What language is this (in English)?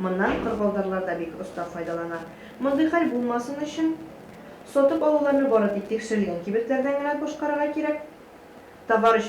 Tatar